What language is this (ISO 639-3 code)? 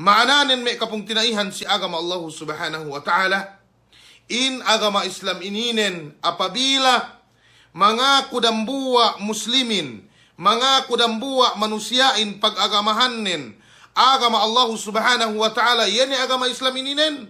yka